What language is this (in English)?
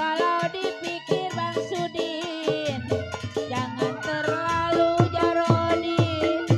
Betawi